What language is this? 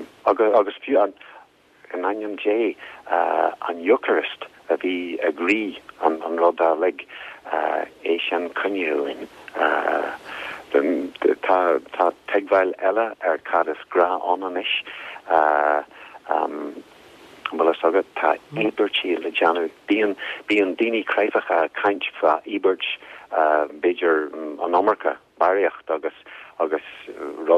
Irish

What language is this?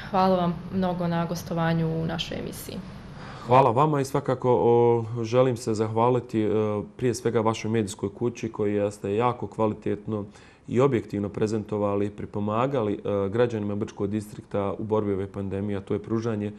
Bosnian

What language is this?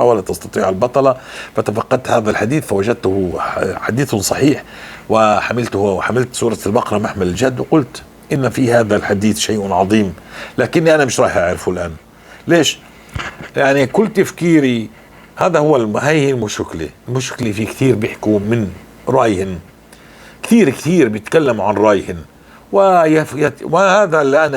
North Levantine Arabic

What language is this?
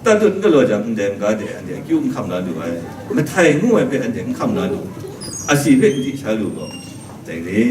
Kachin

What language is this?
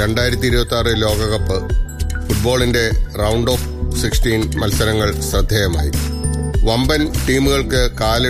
Malayalam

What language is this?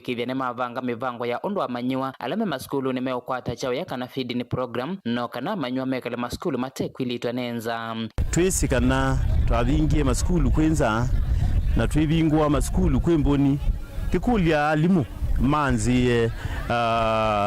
Kamba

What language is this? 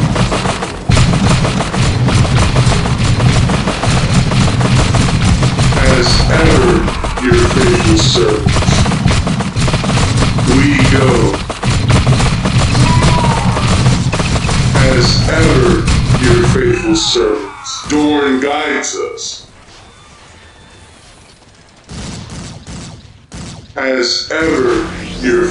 English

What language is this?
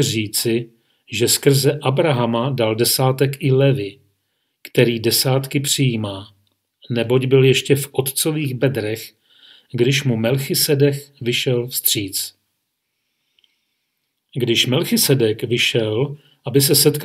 Czech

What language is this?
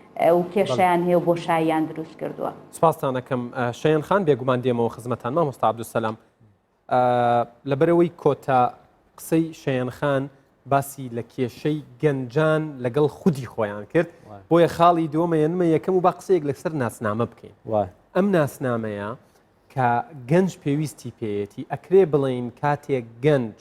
Central Kurdish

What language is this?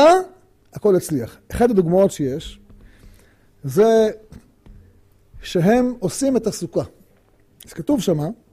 Hebrew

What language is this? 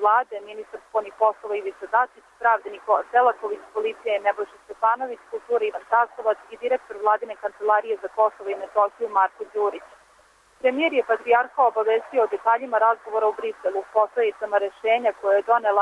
Serbian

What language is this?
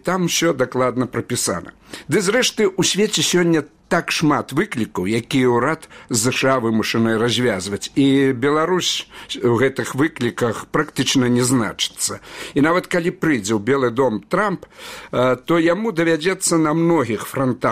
Belarusian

